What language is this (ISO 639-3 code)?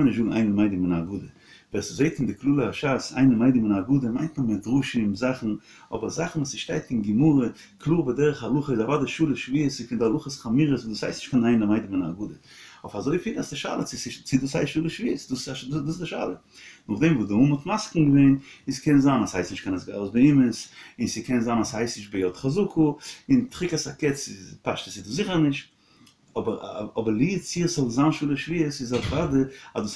yid